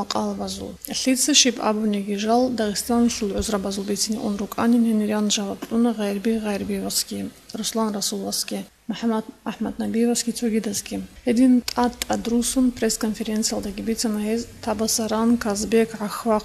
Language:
Avaric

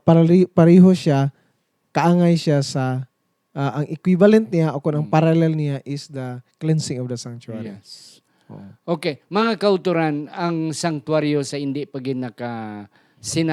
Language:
Hiligaynon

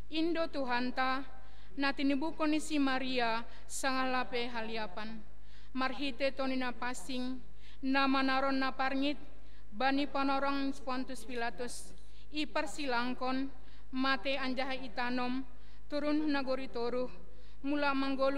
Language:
Batak Simalungun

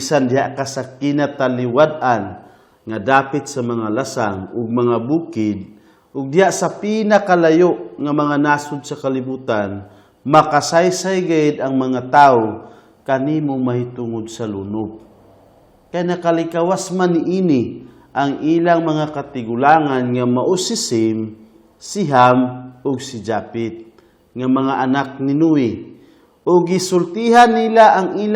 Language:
Cebuano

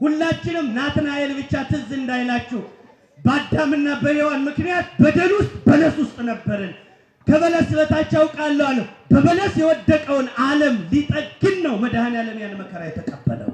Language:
Amharic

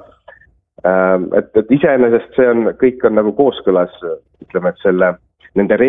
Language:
Estonian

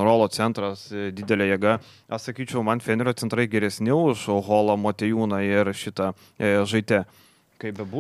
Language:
Lithuanian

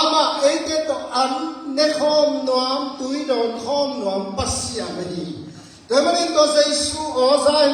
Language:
Tedim Chin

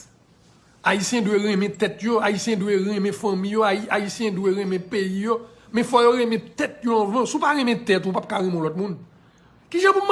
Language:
Haitian Creole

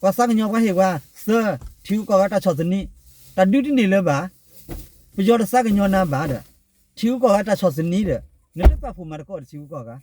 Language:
S'gaw Karen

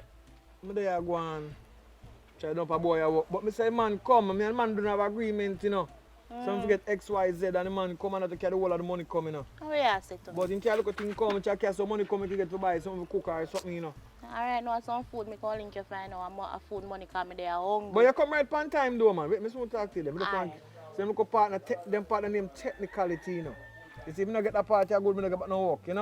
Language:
Jamaican Creole English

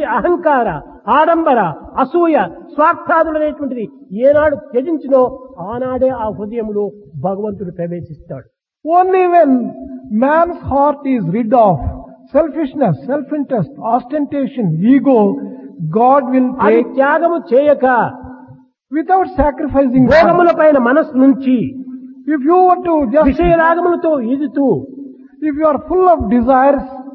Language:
Telugu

